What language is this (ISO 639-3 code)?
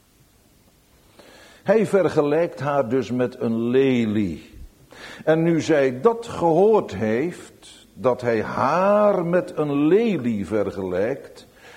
nld